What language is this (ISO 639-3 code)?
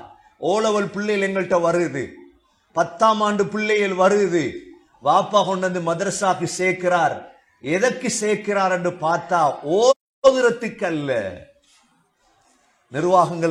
tam